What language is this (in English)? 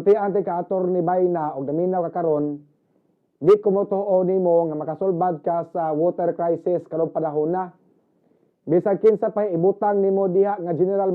Cebuano